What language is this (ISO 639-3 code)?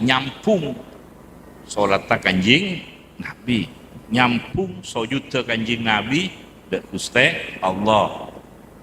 mad